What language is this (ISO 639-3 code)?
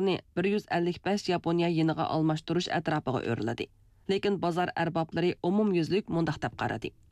uig